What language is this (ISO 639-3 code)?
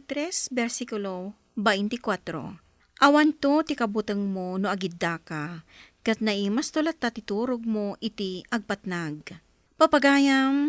ilo